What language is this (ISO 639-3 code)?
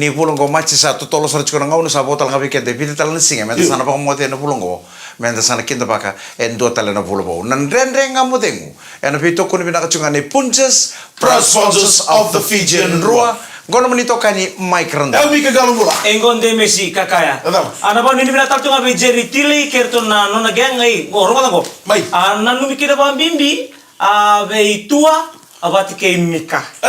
fij